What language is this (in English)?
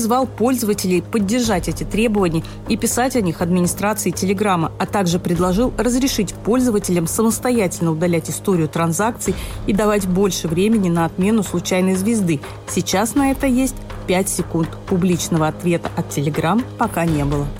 Russian